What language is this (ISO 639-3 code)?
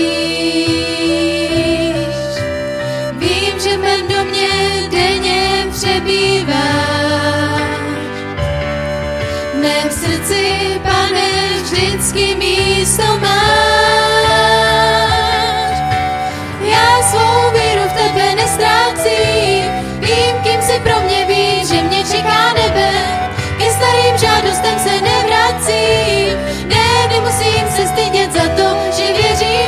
ces